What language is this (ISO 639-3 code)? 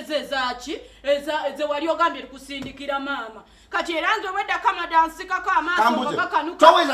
lug